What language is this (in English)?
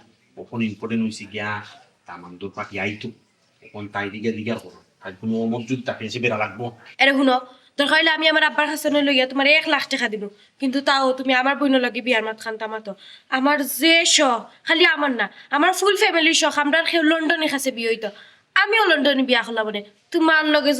Sylheti